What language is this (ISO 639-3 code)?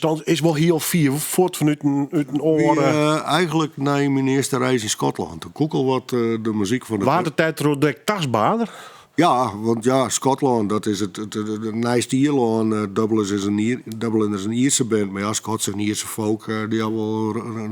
fry